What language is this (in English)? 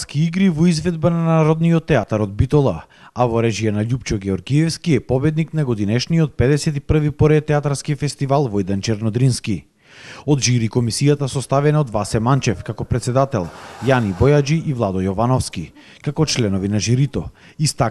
Macedonian